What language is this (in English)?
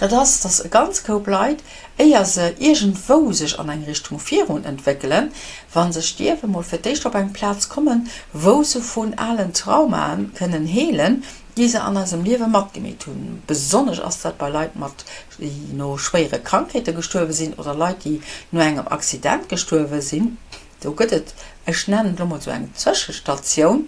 Luxembourgish